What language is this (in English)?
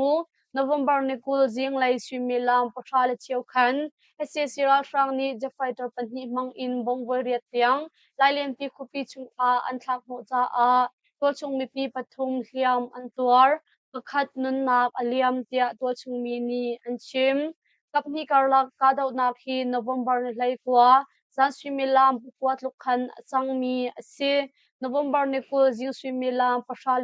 Hakha Chin